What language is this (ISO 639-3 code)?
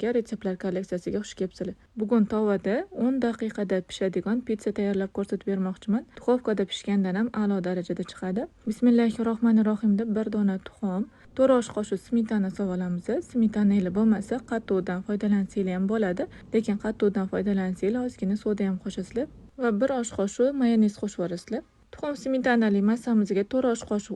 uzb